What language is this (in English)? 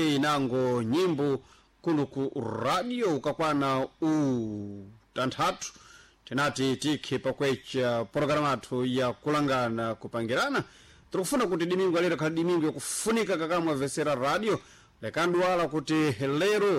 Sena